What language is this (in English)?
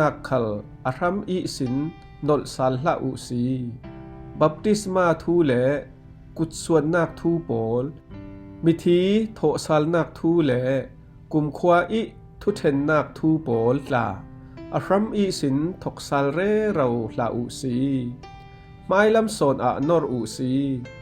Falam Chin